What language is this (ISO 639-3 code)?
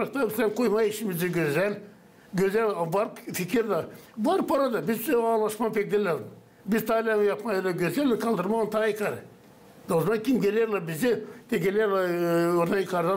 gag